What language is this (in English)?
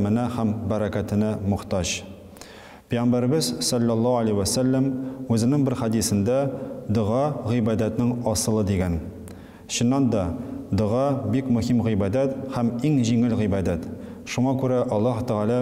Tatar